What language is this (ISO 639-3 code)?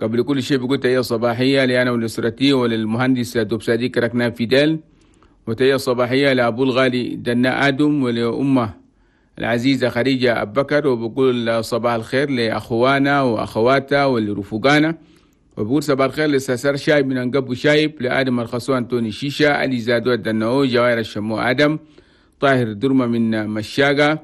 shu